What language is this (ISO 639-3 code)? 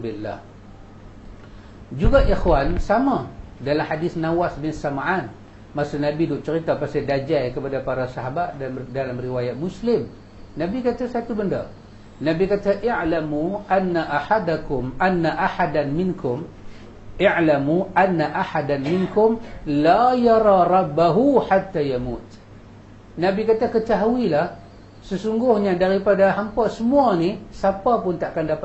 msa